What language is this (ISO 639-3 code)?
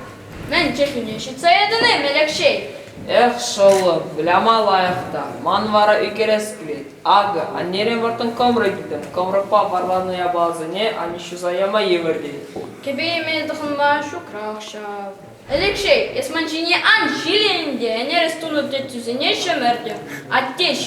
chv